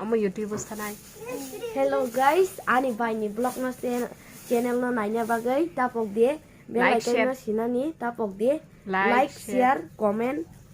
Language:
Kok Borok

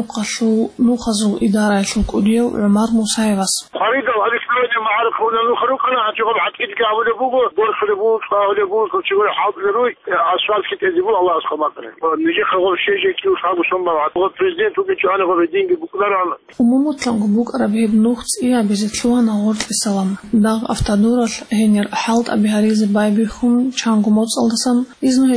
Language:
Avaric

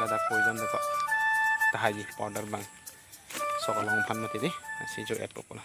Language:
Karbi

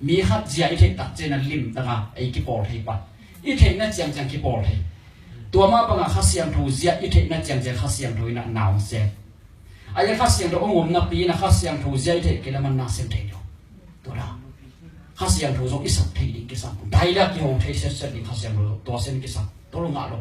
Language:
Tedim Chin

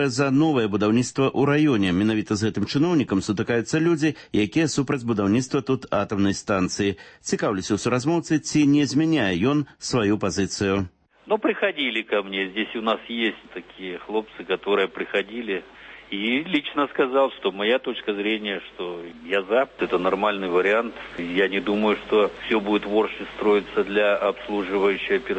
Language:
Belarusian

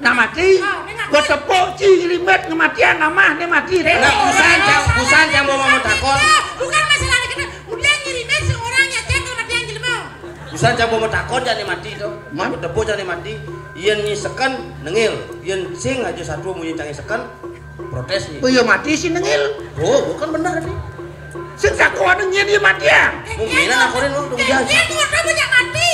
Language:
Balinese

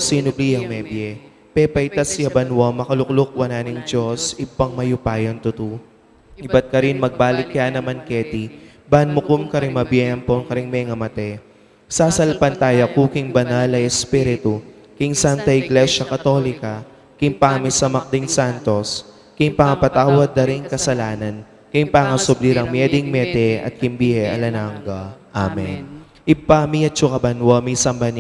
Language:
Pampanga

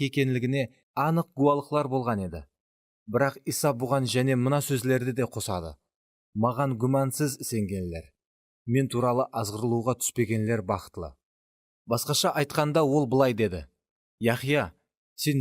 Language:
Kara-Kalpak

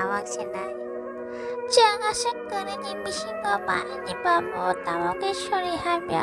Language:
Kok Borok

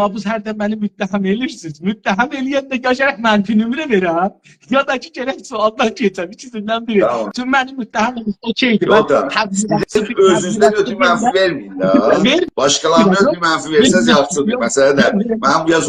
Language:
South Azerbaijani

